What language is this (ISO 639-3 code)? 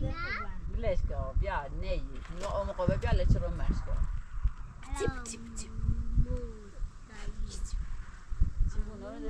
fas